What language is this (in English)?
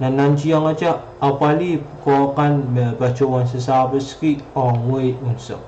Pohnpeian